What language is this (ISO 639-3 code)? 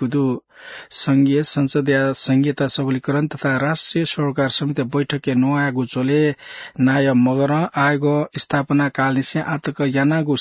new